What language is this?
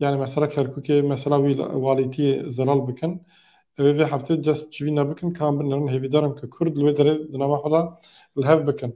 Kurdish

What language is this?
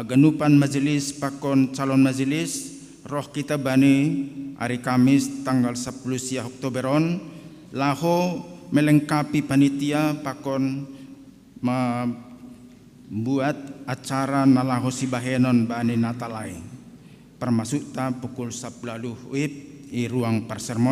Batak Simalungun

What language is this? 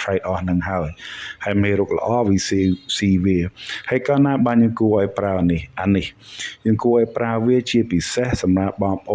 Khmer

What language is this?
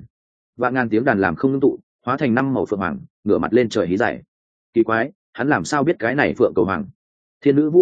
Vietnamese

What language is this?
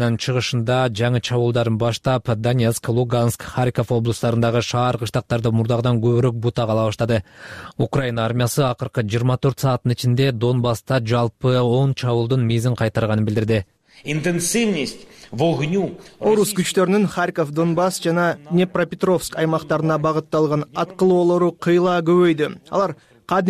Kyrgyz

